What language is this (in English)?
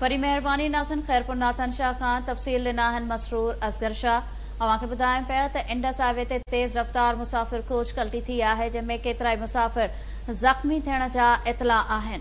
Sindhi